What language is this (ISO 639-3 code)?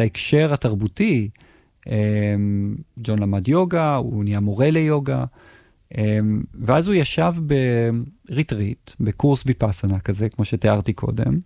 heb